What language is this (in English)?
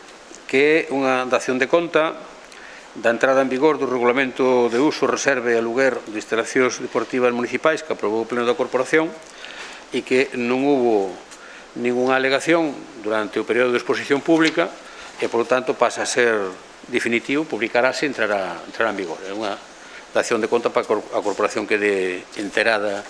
Galician